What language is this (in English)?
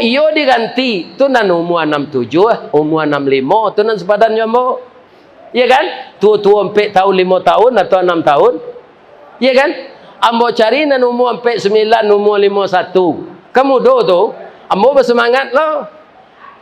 Minangkabau